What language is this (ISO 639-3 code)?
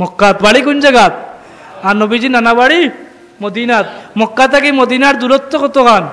syl